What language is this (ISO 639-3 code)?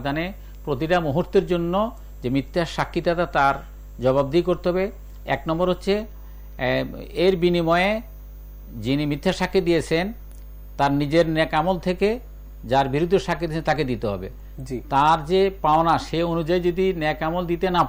ben